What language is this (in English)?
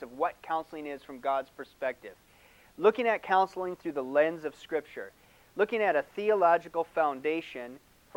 English